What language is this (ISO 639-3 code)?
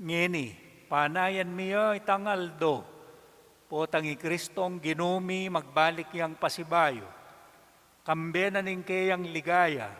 pam